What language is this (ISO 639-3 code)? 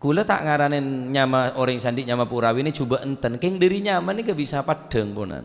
mad